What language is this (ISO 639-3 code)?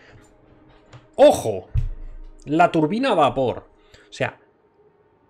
spa